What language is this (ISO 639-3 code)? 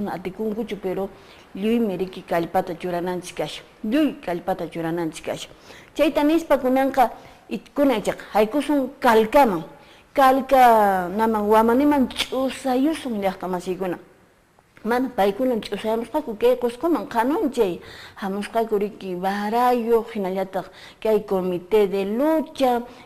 que